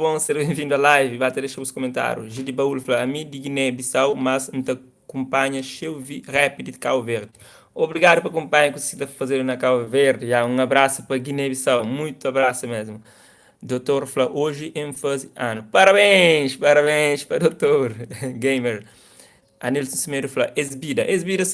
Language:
Kabuverdianu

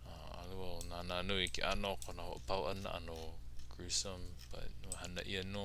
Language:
Hawaiian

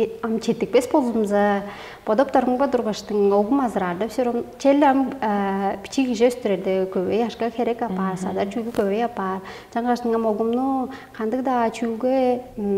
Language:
Tuvinian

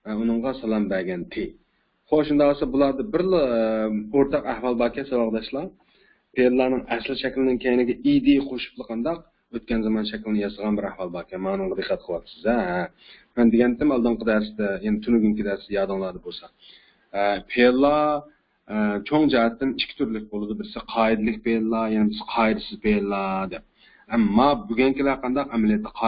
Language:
Uyghur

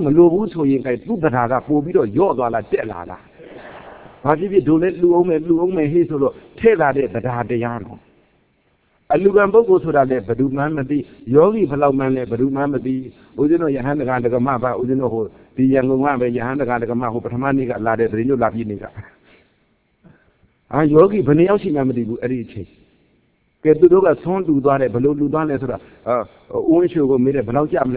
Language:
Burmese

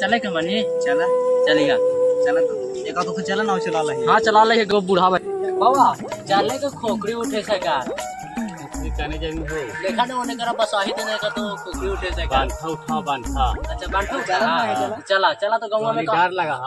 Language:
Magahi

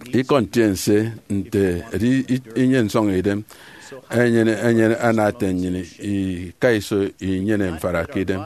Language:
Efik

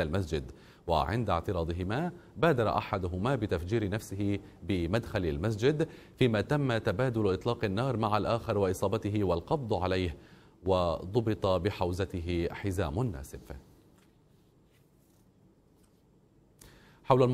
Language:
Arabic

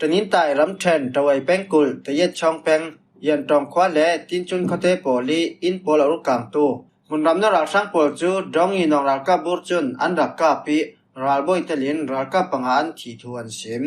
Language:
Falam Chin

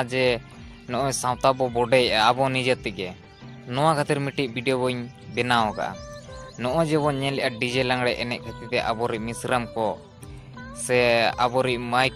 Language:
Santali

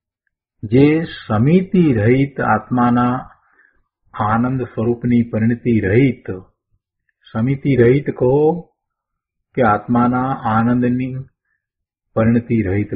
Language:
Gujarati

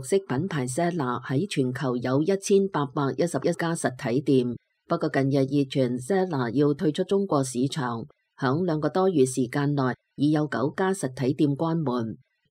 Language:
Cantonese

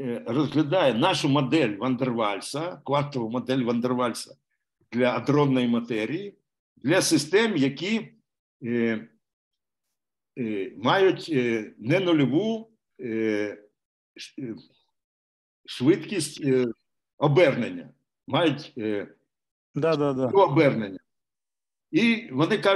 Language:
Ukrainian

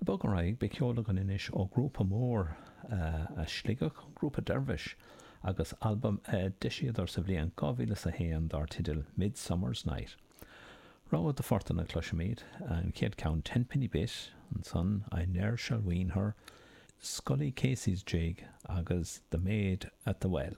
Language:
Irish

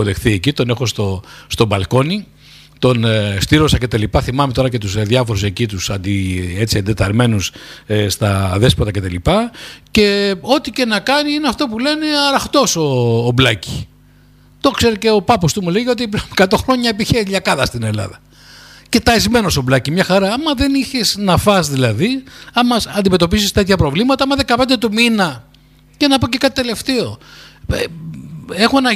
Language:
Greek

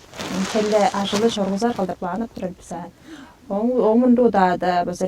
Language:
Tuvinian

